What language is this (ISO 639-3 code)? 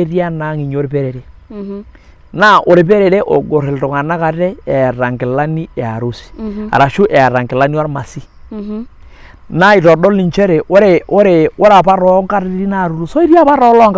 mas